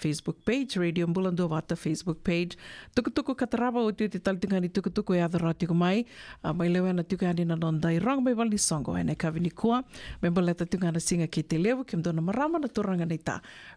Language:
Fijian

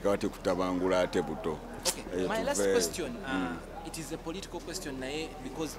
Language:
Ganda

